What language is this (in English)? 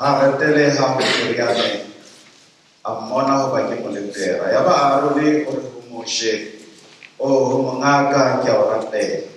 Southern Sotho